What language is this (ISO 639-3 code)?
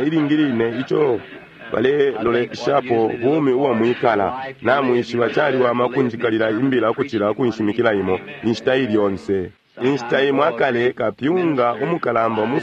bem